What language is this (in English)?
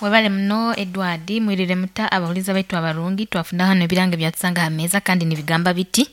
Nyoro